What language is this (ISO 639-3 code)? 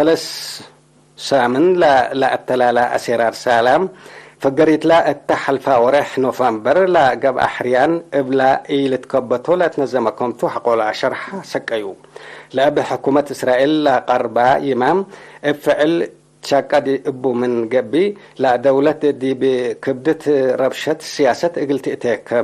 tig